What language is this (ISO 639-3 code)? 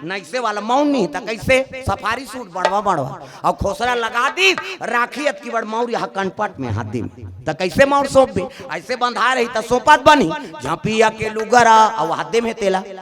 hne